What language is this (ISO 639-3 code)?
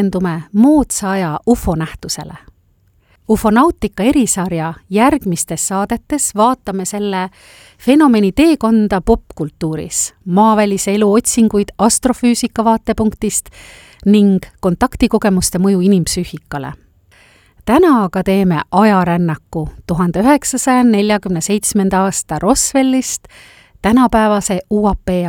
est